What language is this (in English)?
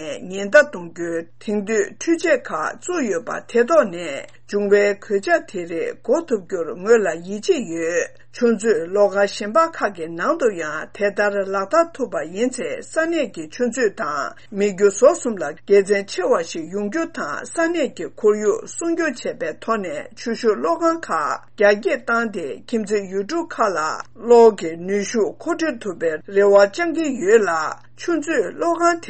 Tibetan